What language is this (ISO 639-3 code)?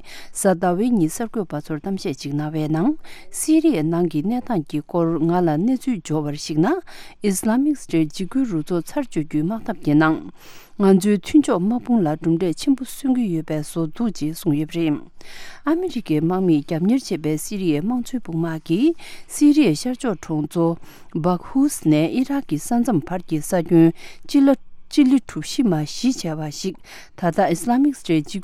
bod